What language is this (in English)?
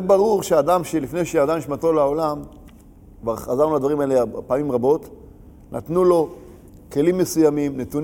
Hebrew